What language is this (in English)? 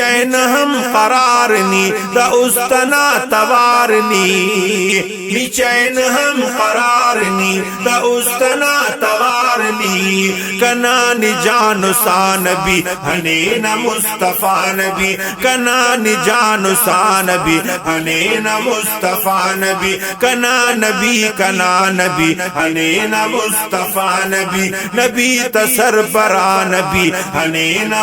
Brahui